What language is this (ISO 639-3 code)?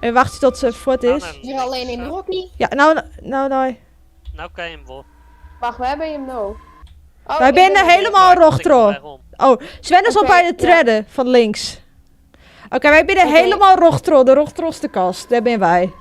fry